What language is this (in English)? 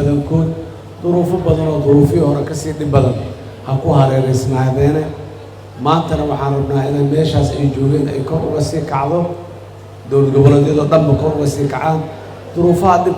Somali